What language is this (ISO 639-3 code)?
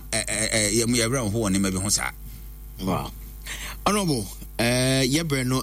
aka